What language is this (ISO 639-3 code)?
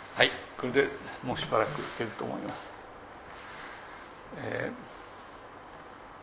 jpn